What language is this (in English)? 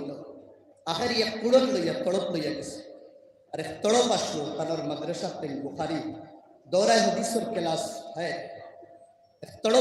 Sylheti